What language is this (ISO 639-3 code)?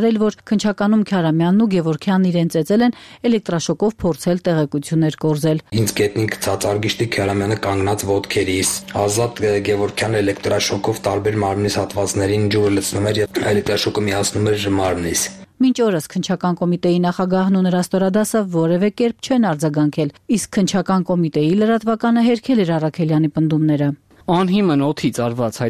hye